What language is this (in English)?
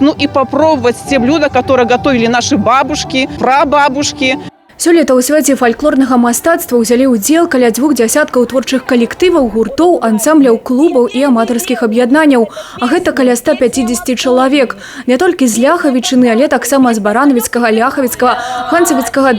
Belarusian